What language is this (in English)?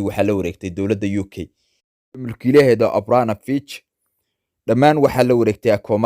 Somali